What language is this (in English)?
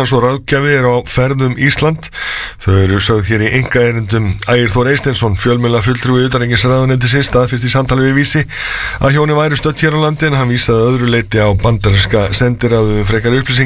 Icelandic